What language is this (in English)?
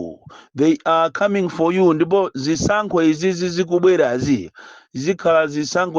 Nyanja